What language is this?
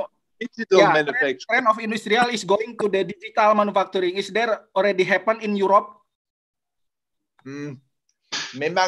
Indonesian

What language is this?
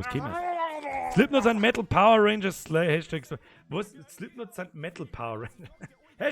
Bavarian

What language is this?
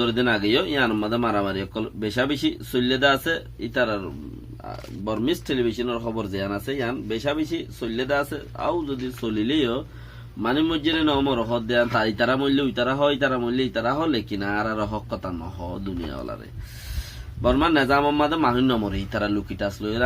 Rohingya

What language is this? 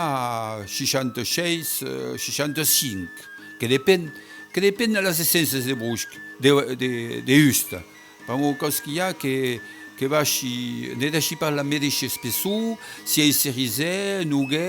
Occitan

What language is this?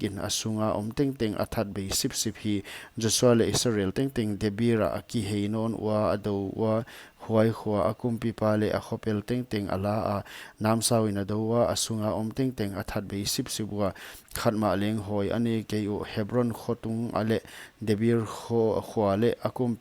Paite Chin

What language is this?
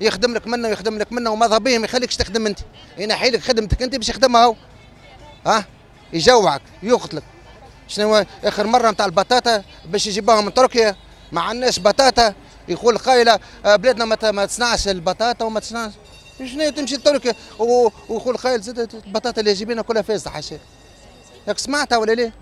Tunisian Arabic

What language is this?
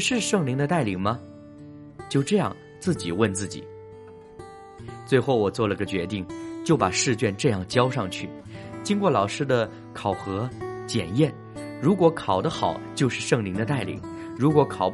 Chinese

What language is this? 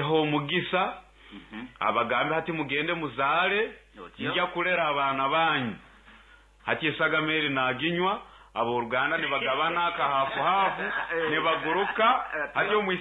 Nyoro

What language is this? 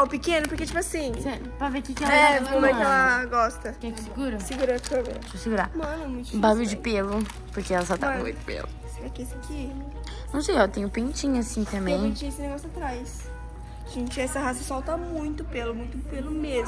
Portuguese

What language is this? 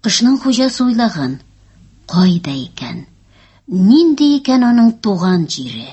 Tatar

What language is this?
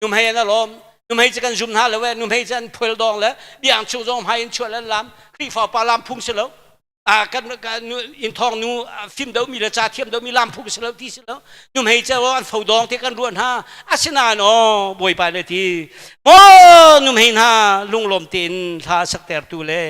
Hakha Chin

